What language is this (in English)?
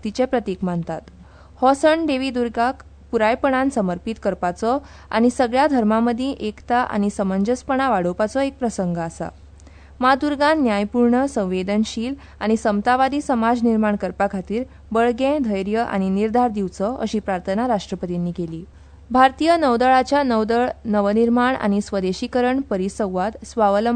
Konkani